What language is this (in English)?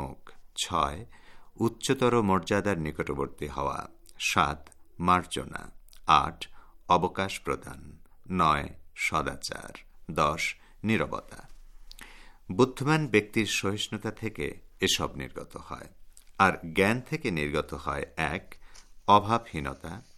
Bangla